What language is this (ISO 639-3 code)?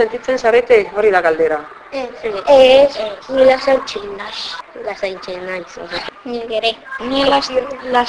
eus